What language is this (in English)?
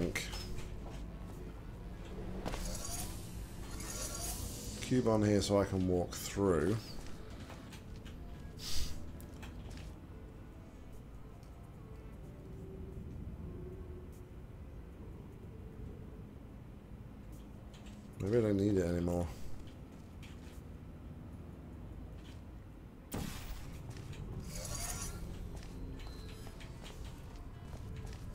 English